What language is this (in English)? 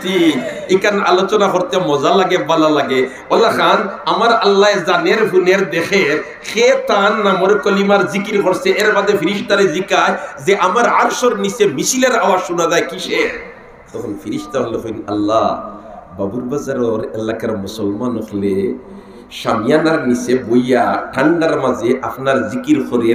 Sylheti